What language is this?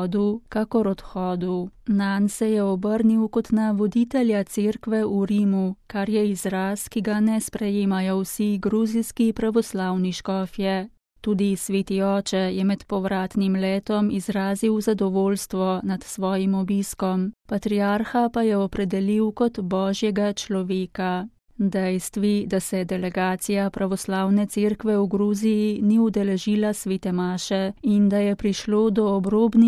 Slovenian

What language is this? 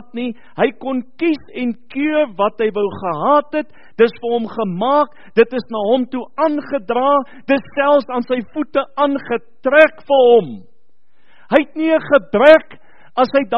Afrikaans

